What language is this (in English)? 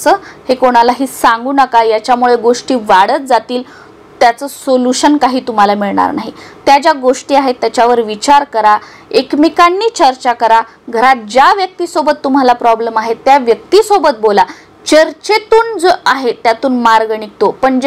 Marathi